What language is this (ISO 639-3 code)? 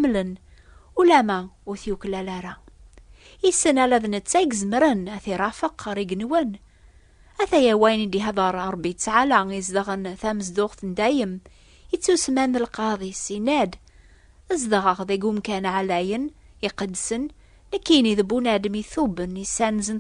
kab